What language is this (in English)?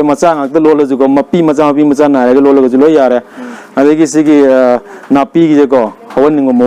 Manipuri